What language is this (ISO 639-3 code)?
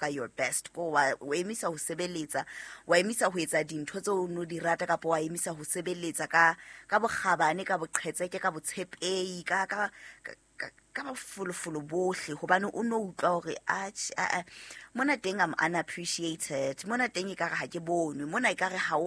sot